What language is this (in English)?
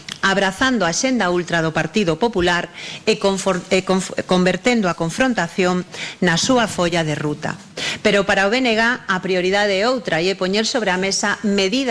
Galician